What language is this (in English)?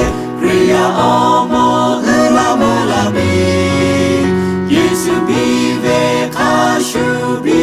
Lahu